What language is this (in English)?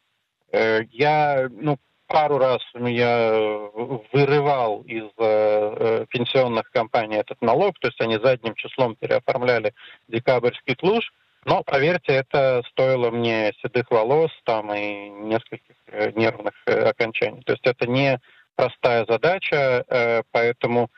Russian